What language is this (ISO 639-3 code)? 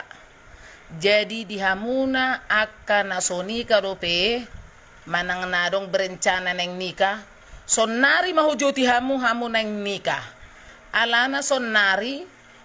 bbc